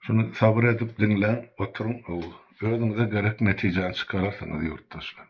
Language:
Turkmen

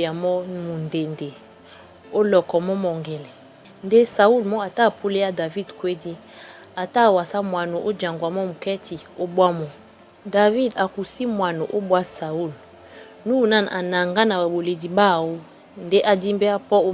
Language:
Duala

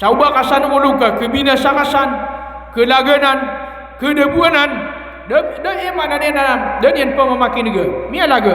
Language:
Maranao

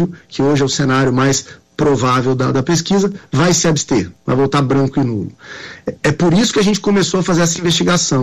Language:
Portuguese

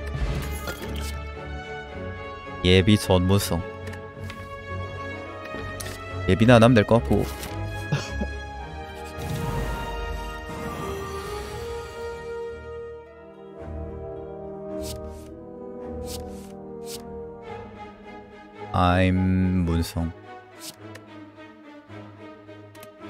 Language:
Korean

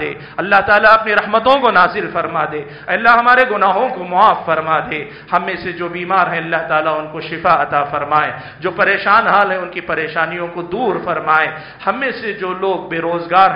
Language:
Urdu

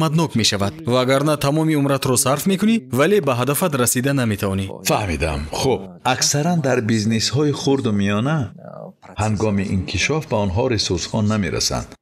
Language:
Tajik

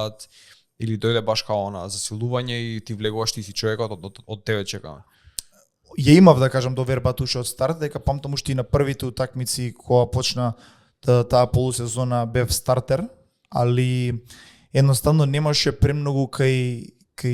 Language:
Macedonian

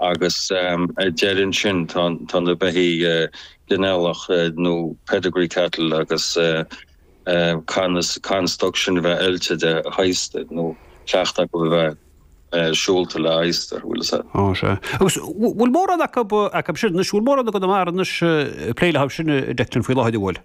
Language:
Irish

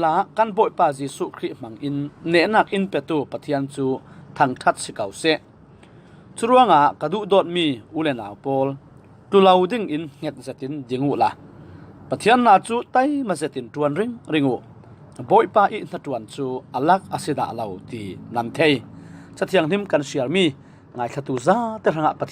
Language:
Falam Chin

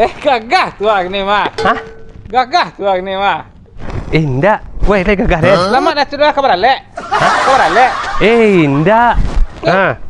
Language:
Minangkabau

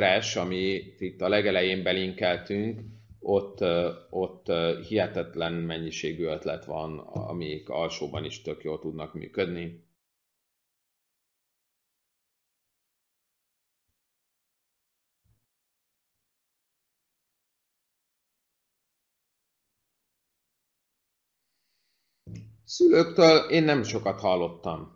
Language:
Hungarian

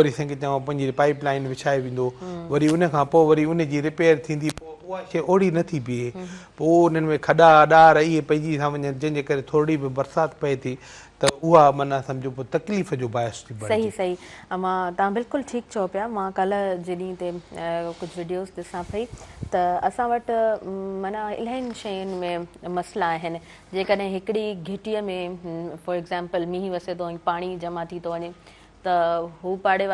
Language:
Sindhi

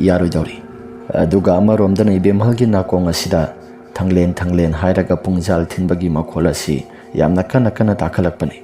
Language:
Manipuri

